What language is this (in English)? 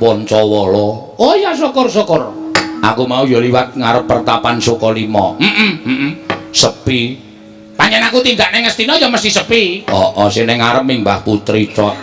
Javanese